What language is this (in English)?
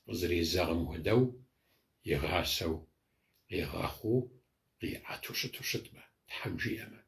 Kabardian